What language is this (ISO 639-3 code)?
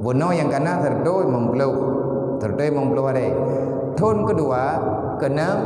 ace